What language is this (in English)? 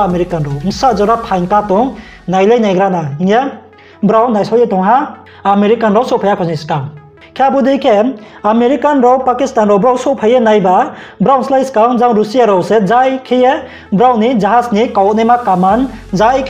Riang (India)